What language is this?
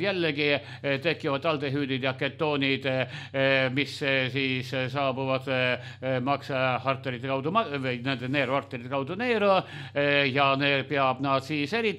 Estonian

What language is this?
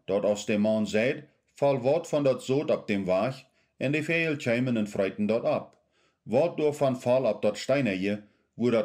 Plautdietsch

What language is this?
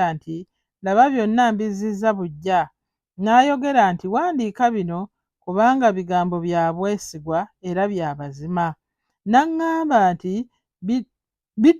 Ganda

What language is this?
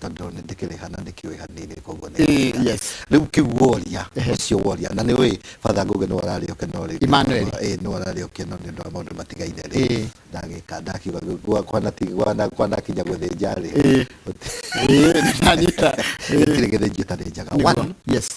Kikuyu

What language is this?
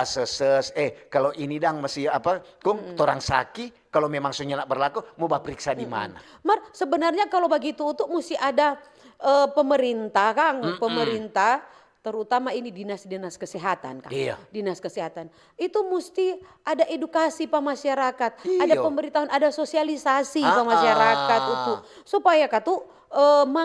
Manado Malay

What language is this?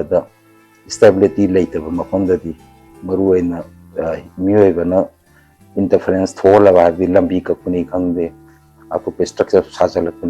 Manipuri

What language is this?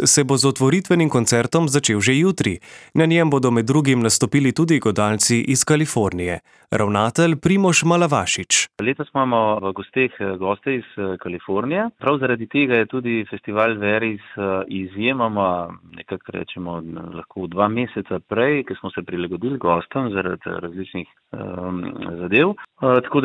Slovenian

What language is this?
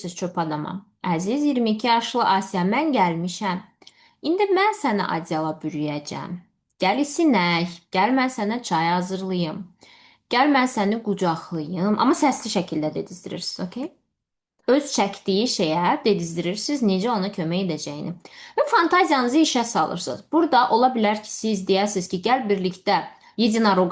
Azerbaijani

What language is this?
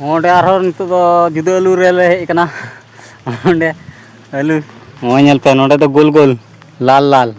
Santali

